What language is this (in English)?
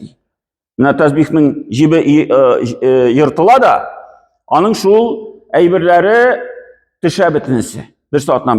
Tatar